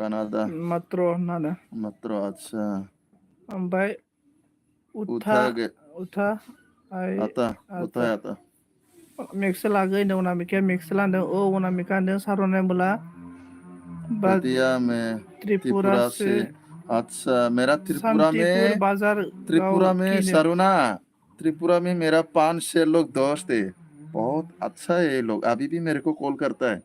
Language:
Bodo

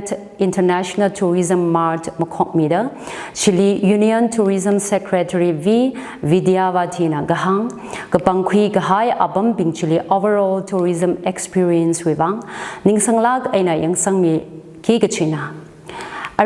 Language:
Tangkhul Naga (India)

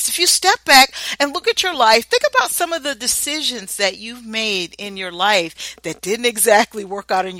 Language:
English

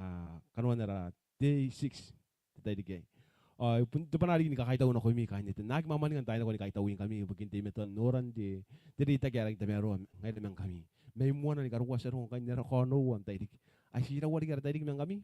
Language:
Gilbertese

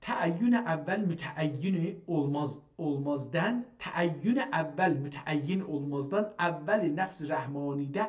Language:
South Azerbaijani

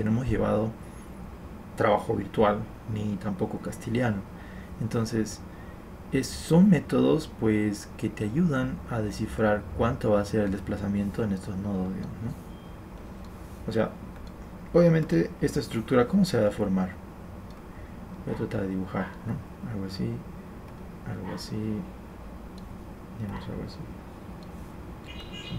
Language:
Spanish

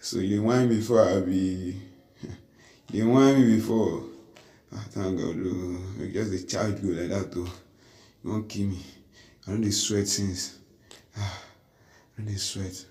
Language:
Nigerian Pidgin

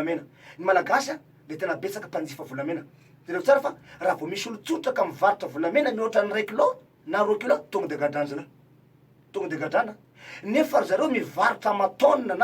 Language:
Malagasy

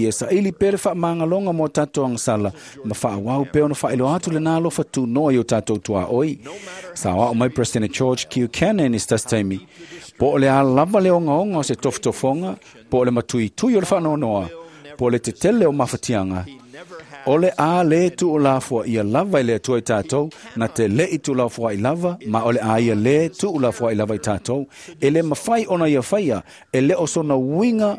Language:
Samoan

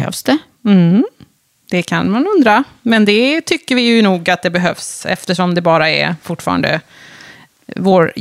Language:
Swedish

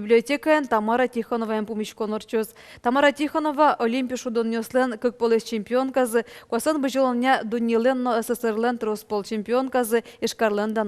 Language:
Udmurt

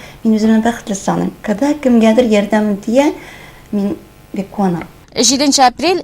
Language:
Tatar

